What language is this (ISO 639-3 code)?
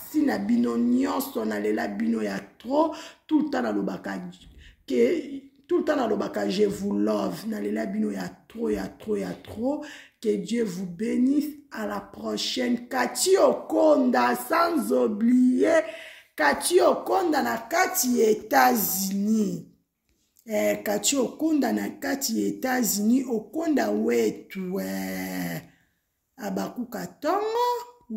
lin